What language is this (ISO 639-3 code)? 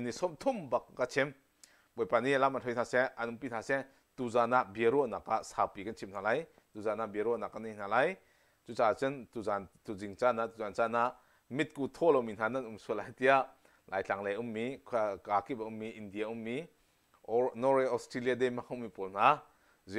cnh